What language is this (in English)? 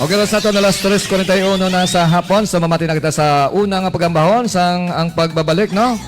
Hiligaynon